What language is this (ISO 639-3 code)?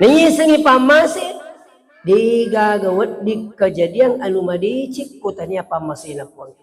bug